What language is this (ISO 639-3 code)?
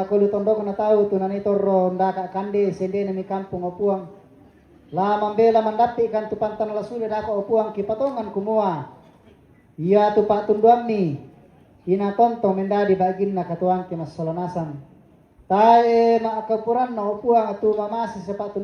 sda